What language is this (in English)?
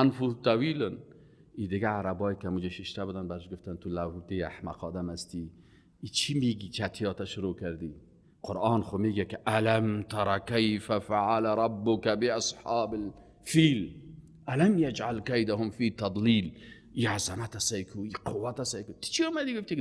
Persian